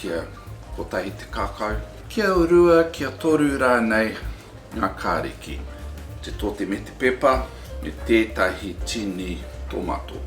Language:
Māori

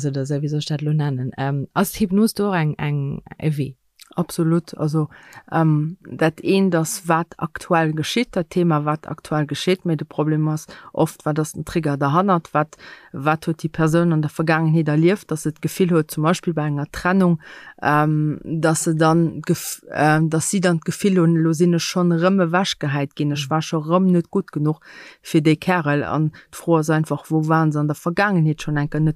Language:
Luxembourgish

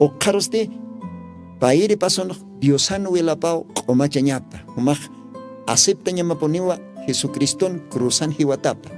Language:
Aymara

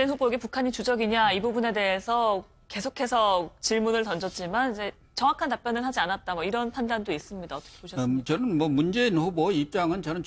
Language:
Korean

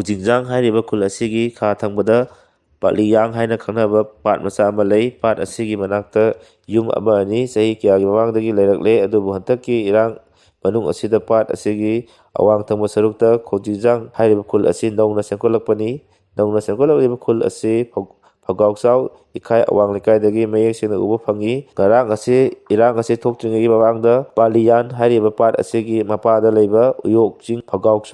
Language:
Manipuri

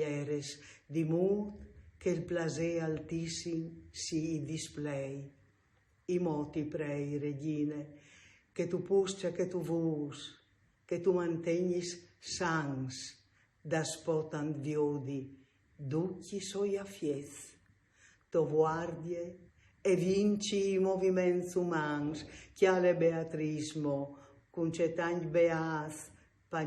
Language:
Friulian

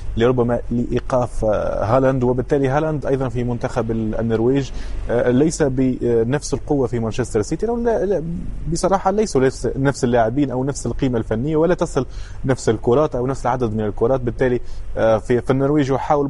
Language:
Arabic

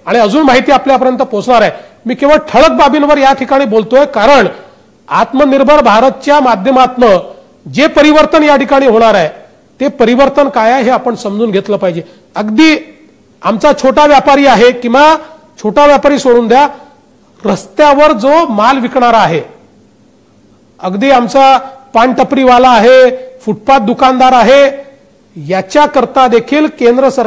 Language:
Marathi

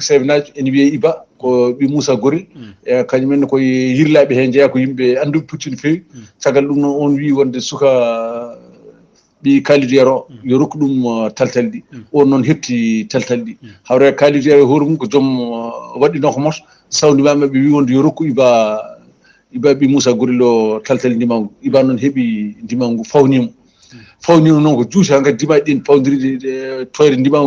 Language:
Fula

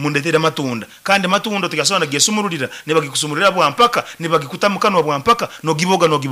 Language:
Nyoro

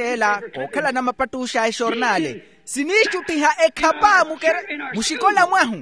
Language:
Makhuwa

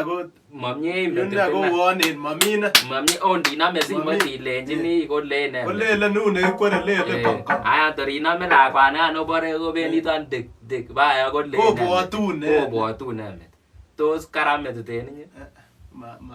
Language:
Kalenjin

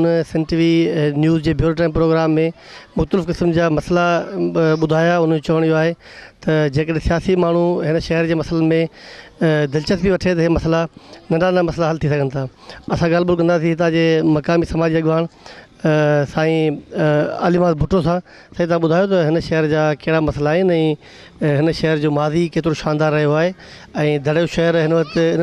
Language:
Sindhi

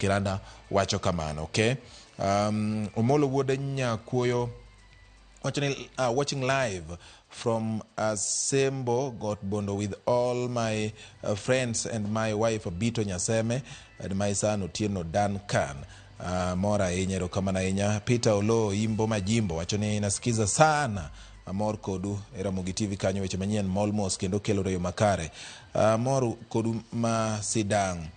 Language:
Luo (Kenya and Tanzania)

